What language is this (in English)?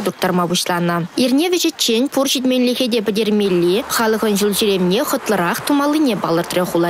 Chuvash